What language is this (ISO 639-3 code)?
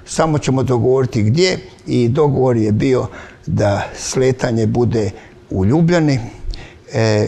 hrv